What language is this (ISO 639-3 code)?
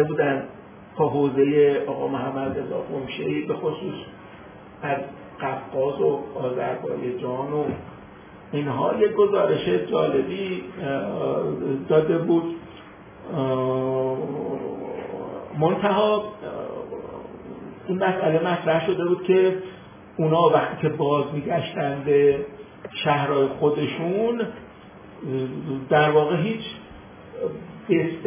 fas